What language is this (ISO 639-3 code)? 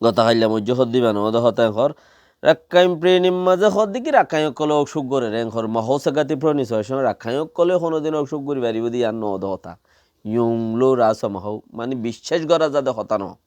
rhg